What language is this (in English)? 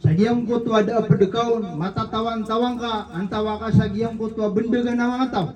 Maranao